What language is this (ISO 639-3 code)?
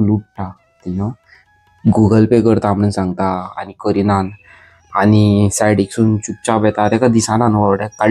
kok